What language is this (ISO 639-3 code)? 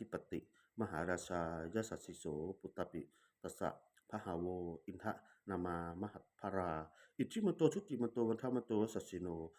pli